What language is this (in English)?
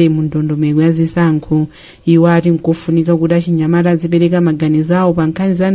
Nyanja